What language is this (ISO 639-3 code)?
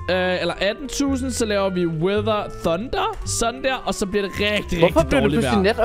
dan